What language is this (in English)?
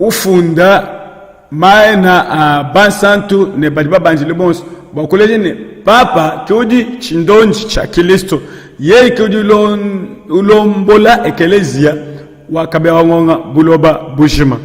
Luba-Lulua